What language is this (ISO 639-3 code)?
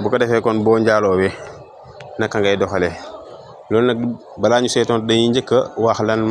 wol